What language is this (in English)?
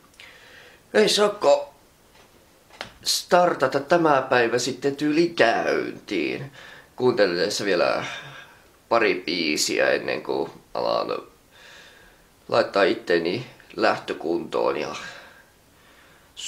Finnish